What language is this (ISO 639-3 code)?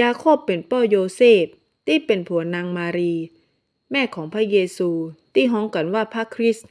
nod